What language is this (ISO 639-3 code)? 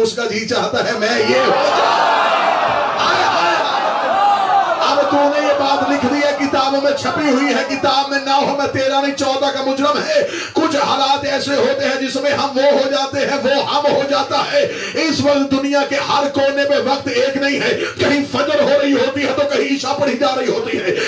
urd